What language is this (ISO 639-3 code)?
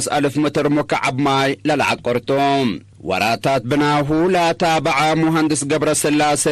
tig